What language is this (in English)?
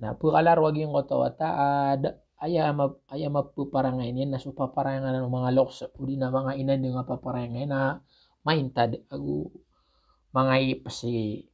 Maranao